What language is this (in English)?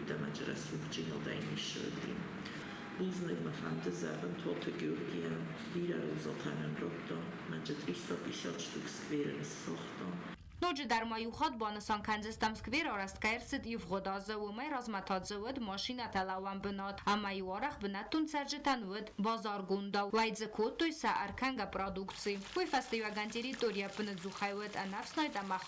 Ossetic